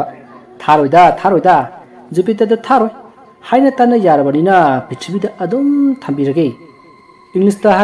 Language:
Manipuri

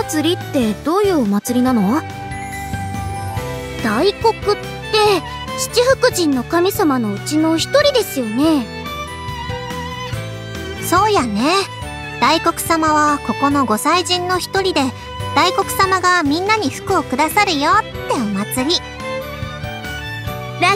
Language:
Japanese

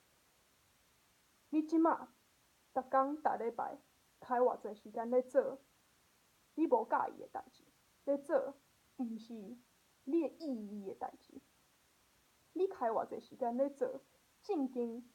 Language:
Min Nan Chinese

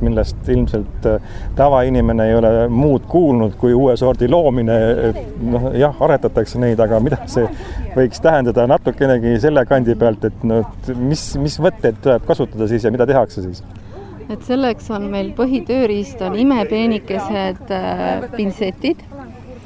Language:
Estonian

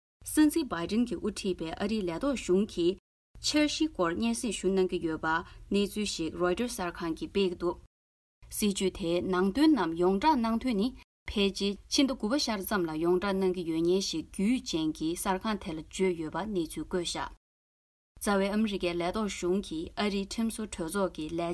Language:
Tibetan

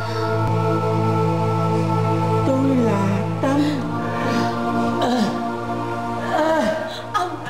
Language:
Vietnamese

